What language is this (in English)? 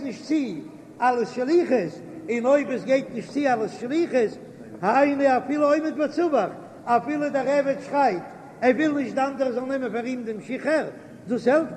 Yiddish